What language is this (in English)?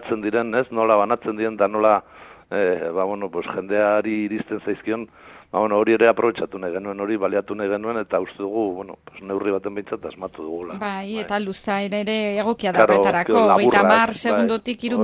Basque